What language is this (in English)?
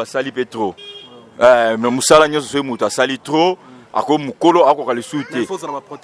Lingala